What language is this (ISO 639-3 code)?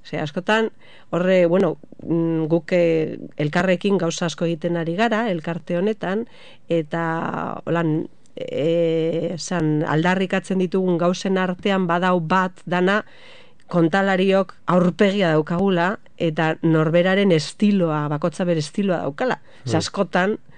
eus